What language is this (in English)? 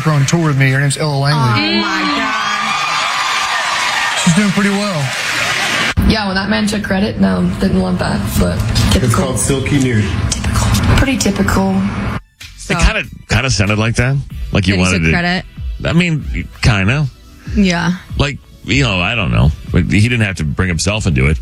English